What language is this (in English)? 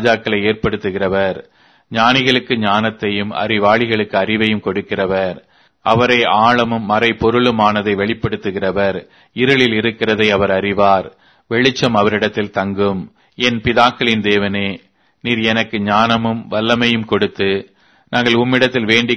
Tamil